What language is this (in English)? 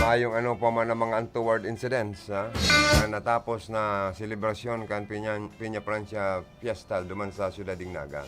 Bikol